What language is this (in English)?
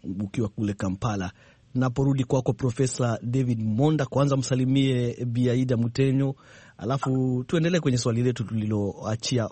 Swahili